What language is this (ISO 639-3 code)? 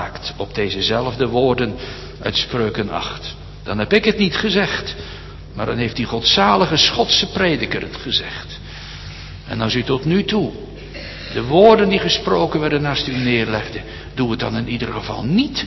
nld